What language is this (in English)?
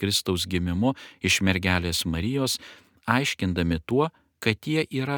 Lithuanian